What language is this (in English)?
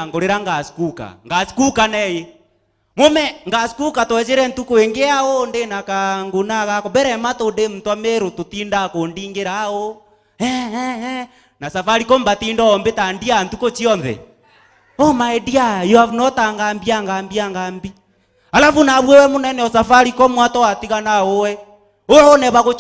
Meru